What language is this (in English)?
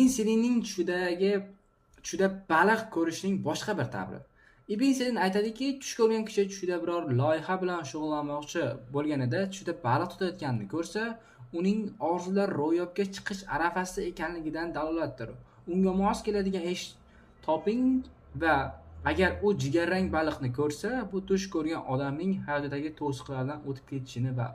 Uzbek